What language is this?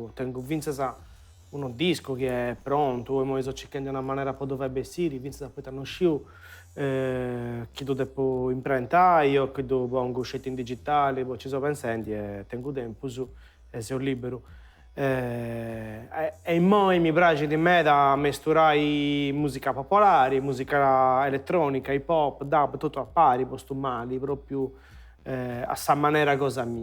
Sardinian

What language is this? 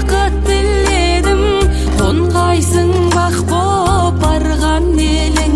Kazakh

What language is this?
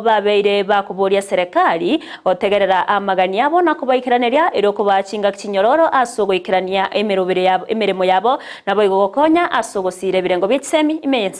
Gusii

